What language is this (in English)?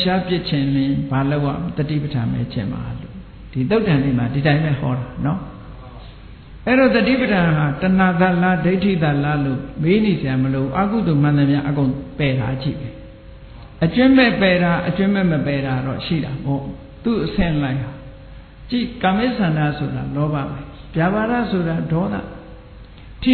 Burmese